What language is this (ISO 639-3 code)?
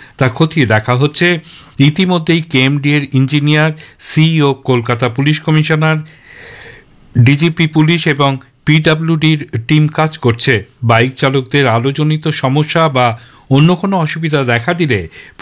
ben